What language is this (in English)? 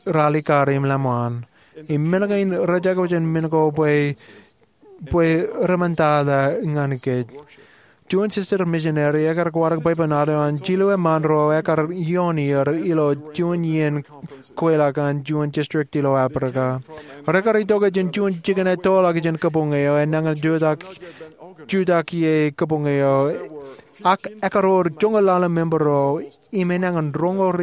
Marshallese